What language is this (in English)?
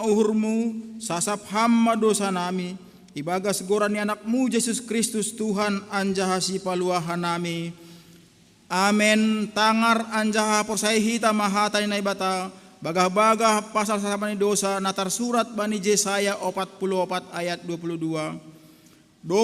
Batak Simalungun